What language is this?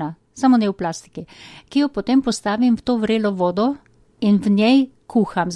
Slovenian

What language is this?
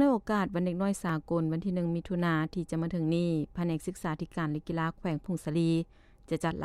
Lao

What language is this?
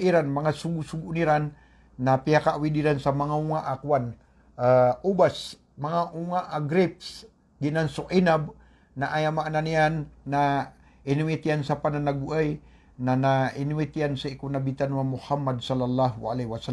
Maranao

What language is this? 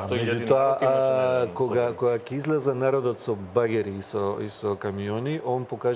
Macedonian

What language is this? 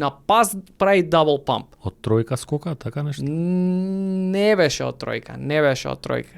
Macedonian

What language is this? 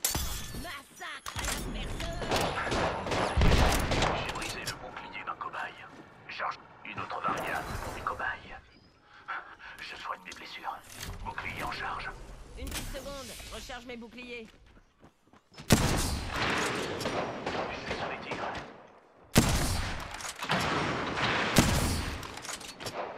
French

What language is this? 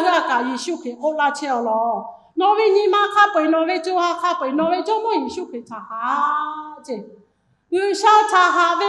Lahu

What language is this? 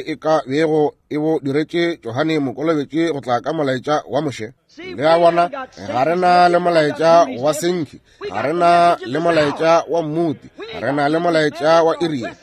Northern Sotho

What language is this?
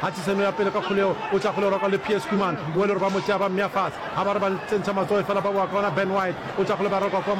Northern Sotho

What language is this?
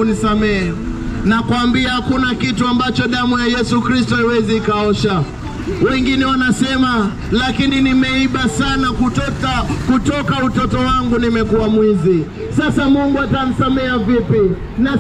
Swahili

